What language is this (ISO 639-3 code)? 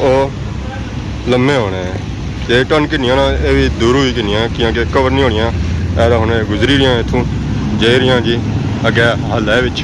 phr